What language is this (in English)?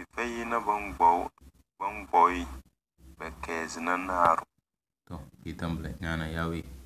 Tem